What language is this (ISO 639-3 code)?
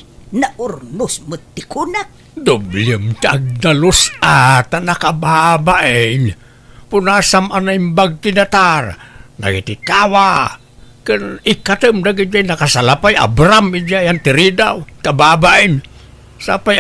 ilo